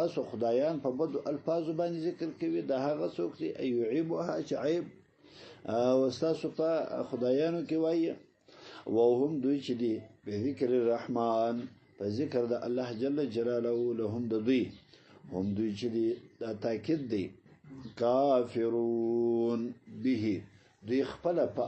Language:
Pashto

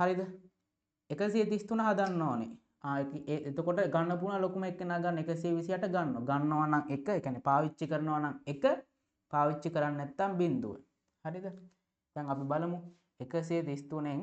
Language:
Sinhala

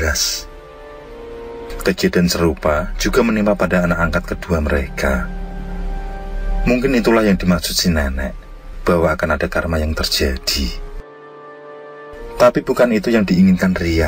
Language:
Indonesian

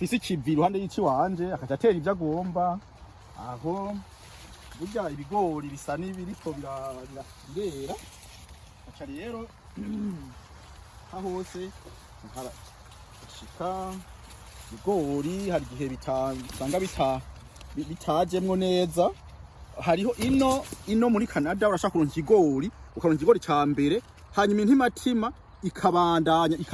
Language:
Rundi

